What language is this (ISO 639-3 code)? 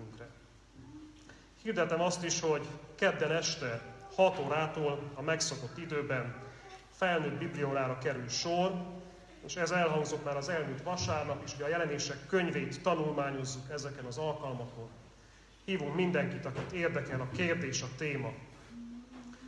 hun